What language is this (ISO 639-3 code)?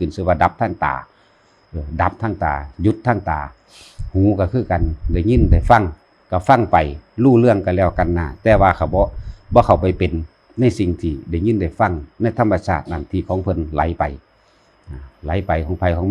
lao